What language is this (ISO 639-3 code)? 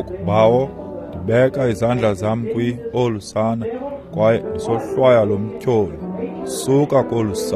xho